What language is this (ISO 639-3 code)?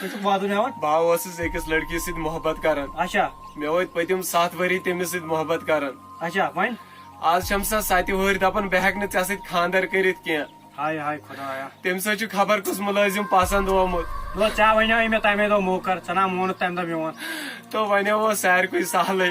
kas